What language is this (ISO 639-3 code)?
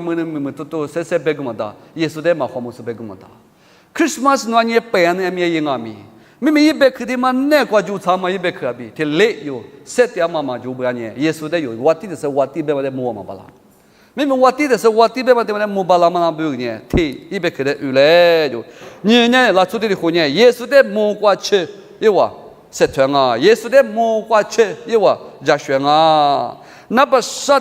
lis